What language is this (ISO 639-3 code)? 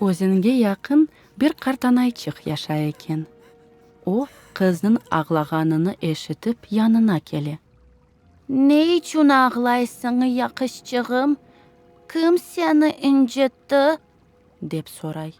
crh